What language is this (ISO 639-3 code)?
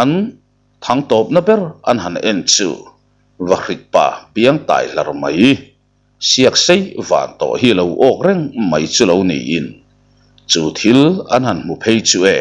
lus